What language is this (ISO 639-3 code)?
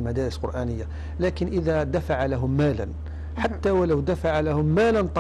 ara